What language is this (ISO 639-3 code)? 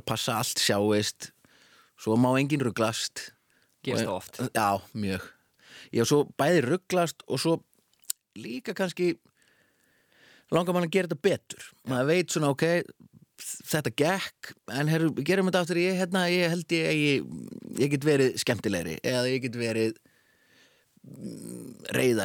isl